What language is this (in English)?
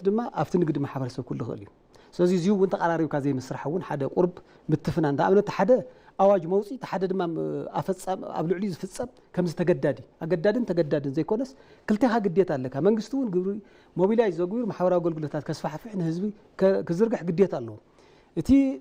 Tigrinya